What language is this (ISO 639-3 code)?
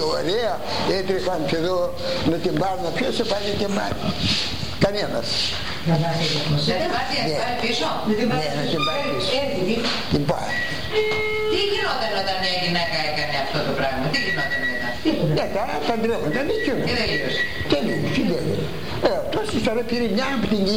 ell